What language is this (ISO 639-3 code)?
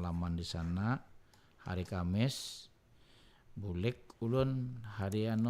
bjn